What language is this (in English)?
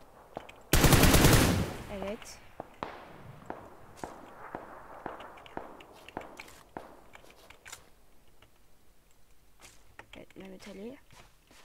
Turkish